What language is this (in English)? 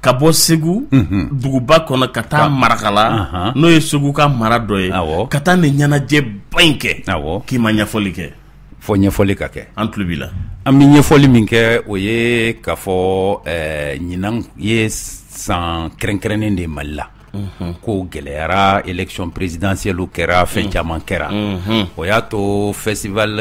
Bambara